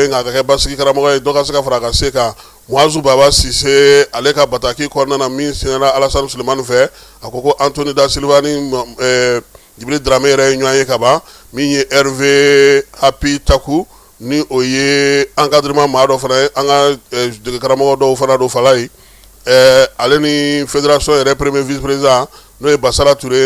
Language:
Bambara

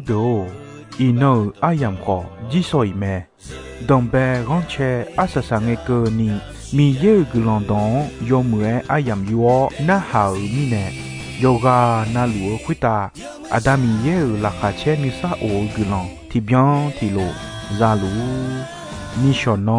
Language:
Akha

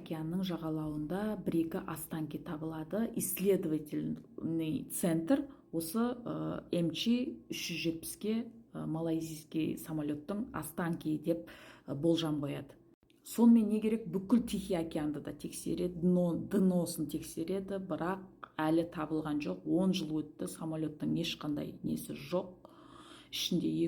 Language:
Kazakh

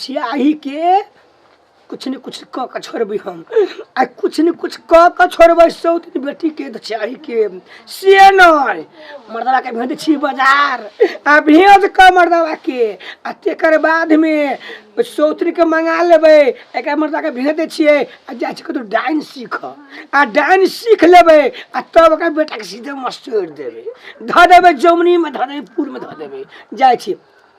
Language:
Maithili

